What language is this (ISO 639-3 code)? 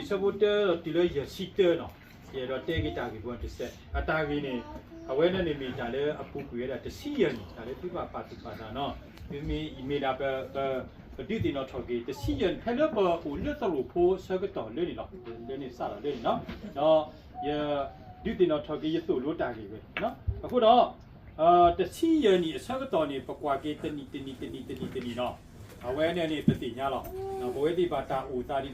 ksw